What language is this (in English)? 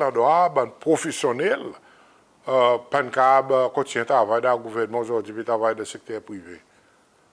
Seselwa Creole French